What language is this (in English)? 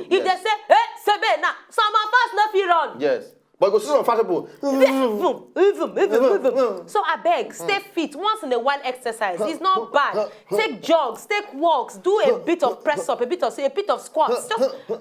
Nigerian Pidgin